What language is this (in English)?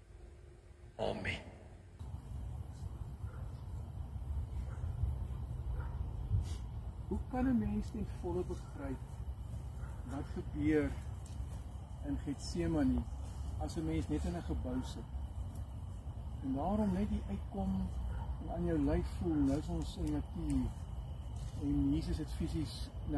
Afrikaans